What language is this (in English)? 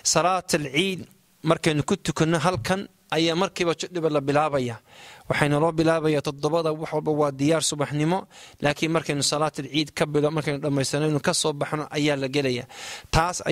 Somali